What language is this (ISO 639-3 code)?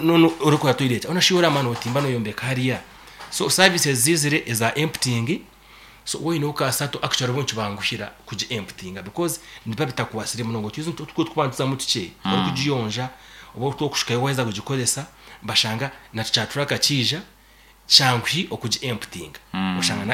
nyn